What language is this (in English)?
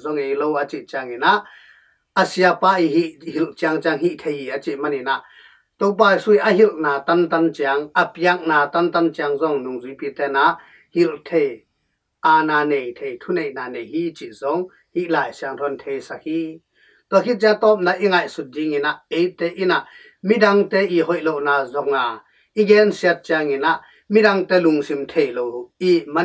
Tedim Chin